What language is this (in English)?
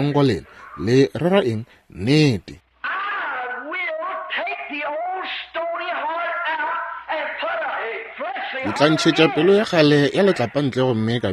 Northern Sotho